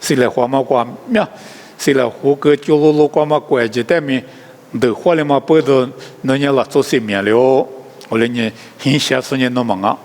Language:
Lisu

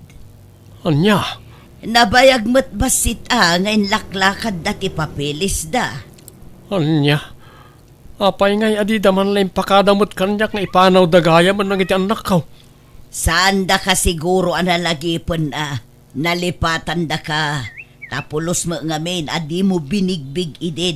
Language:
Iloko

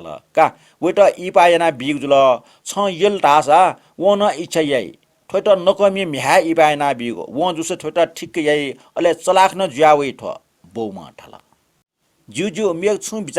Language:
Newari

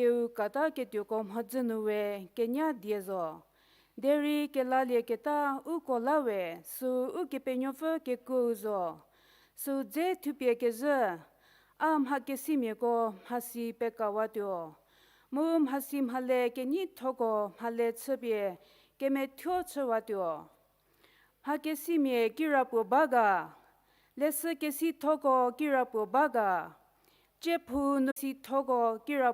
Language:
Angami Naga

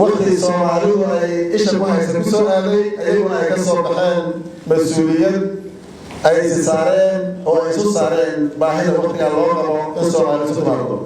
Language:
Somali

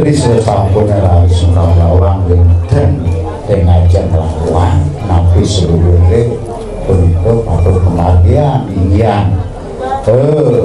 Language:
Balinese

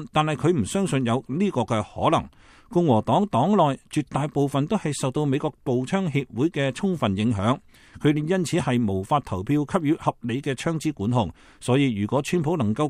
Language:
Cantonese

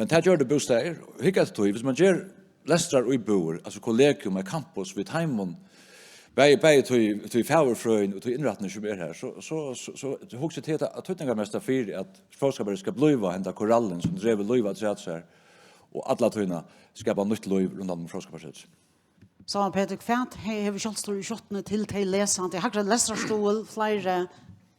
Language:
Faroese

